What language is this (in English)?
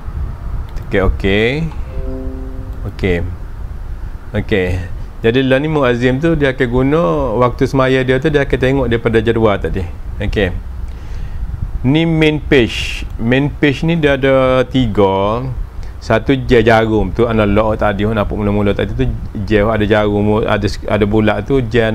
Malay